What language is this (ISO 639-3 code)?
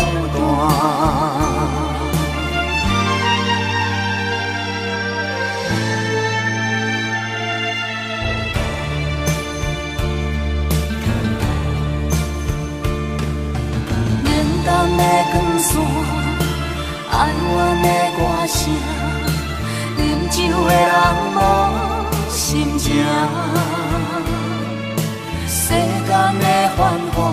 zho